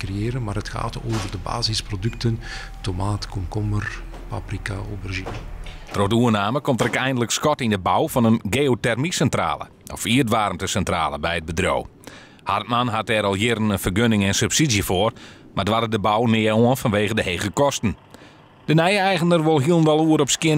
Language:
Western Frisian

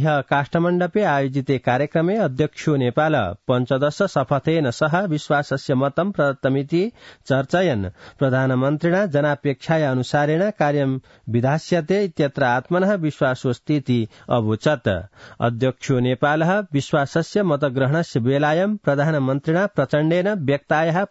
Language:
Sanskrit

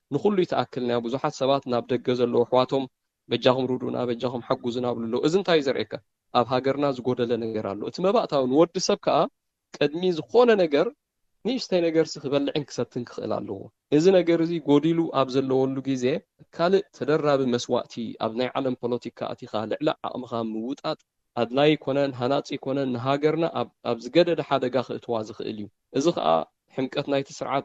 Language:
Tigrinya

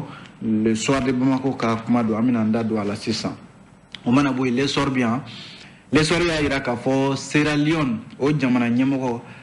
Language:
Bambara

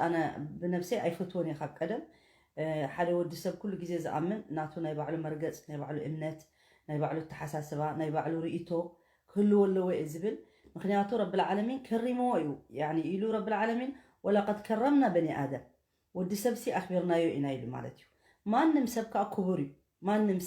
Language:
Tigrinya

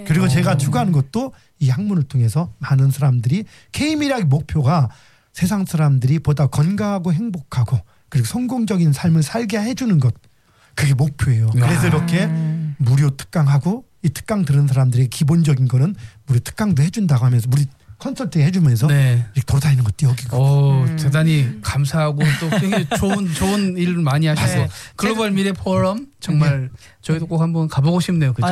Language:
Korean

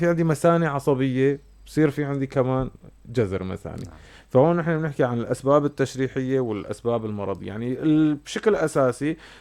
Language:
North Levantine Arabic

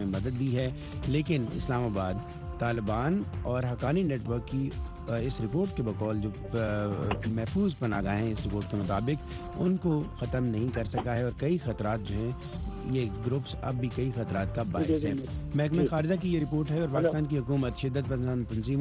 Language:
Urdu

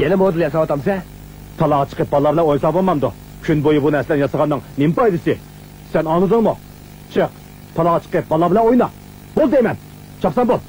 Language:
Uyghur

